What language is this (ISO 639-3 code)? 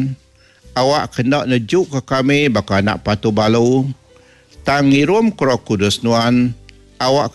iba